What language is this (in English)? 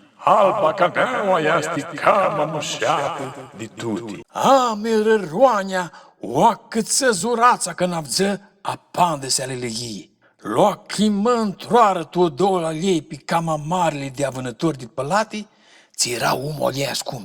Aromanian